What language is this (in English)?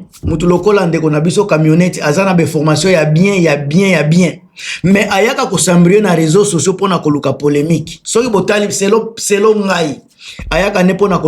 Lingala